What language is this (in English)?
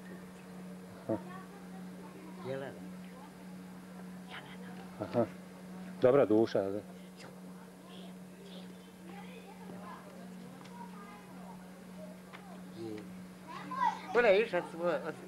Bosnian